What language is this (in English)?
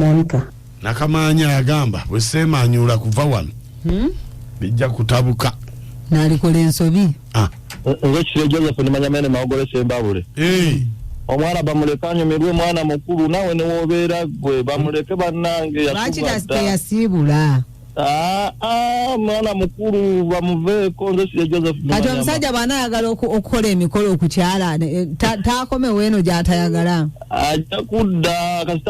Ganda